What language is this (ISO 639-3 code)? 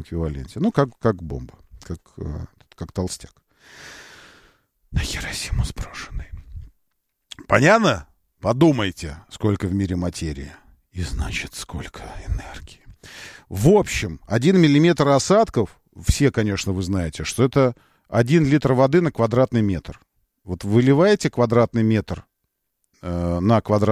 rus